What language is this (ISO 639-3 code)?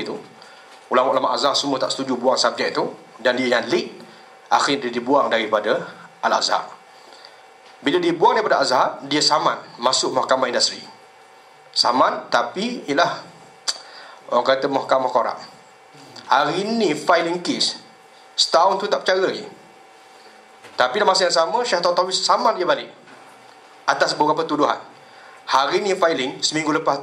msa